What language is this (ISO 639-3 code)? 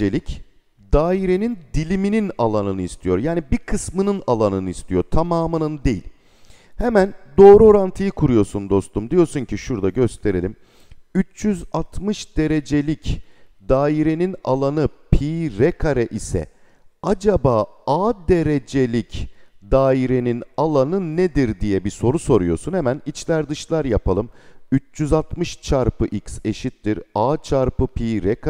tur